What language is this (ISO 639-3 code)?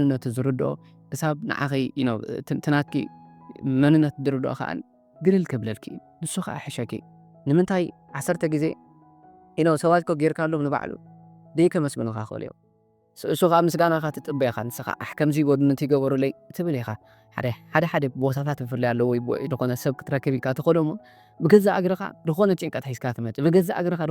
tir